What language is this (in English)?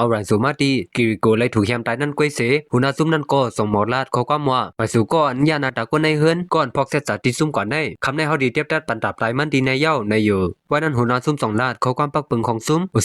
Shan